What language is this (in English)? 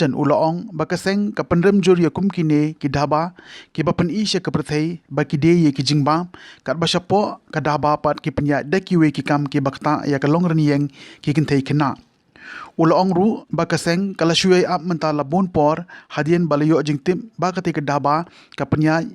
Khasi